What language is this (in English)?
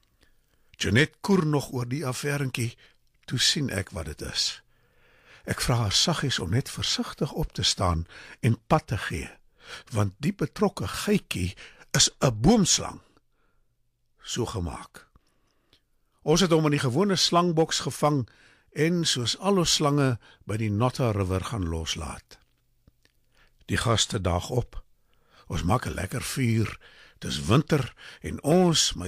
Afrikaans